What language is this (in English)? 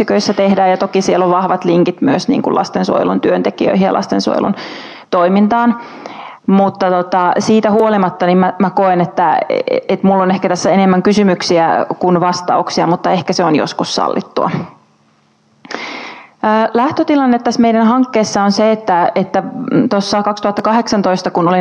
Finnish